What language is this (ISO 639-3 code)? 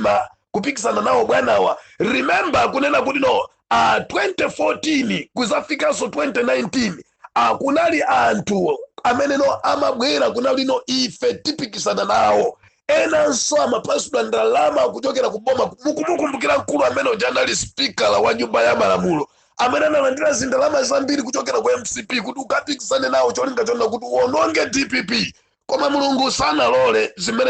nya